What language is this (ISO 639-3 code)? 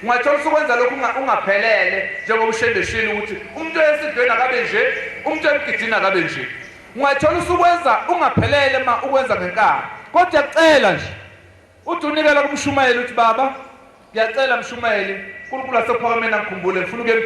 zul